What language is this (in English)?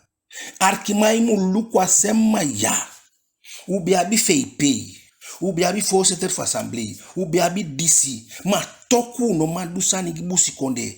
Eastern Maroon Creole